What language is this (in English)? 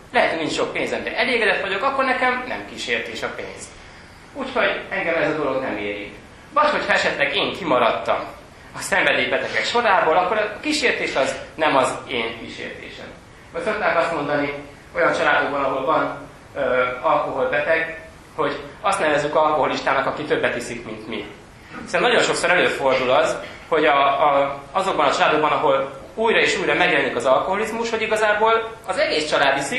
Hungarian